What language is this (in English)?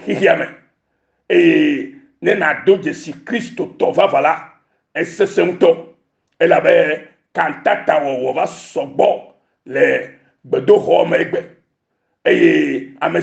Ewe